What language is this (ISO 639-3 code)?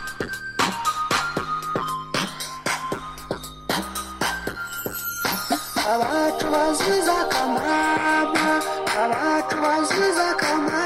kin